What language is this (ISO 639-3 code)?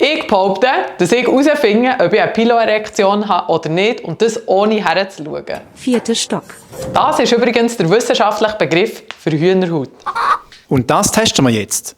gsw